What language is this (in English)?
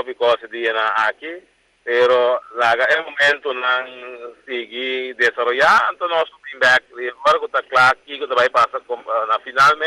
Papiamento